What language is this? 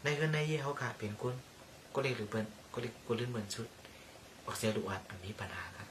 Shan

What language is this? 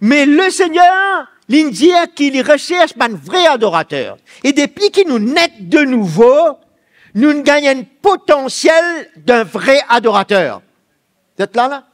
Morisyen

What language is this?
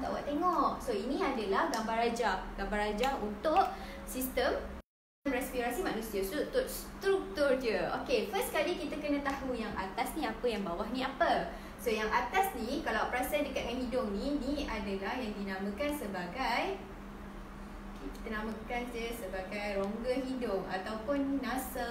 Malay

